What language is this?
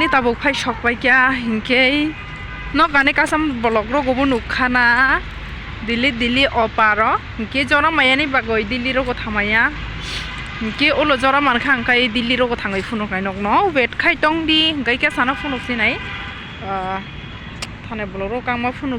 Kok Borok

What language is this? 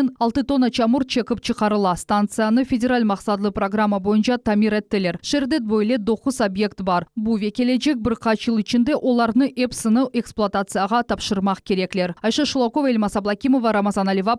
Crimean Tatar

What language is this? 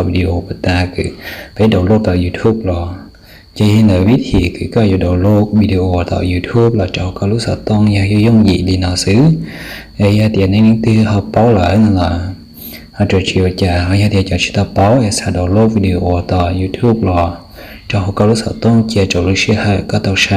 Hmong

